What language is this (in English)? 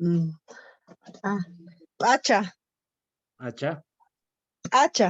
Quechua